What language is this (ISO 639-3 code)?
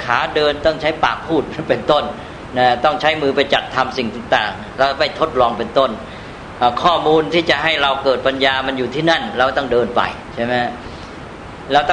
tha